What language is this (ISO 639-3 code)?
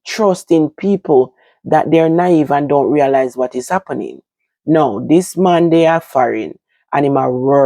jam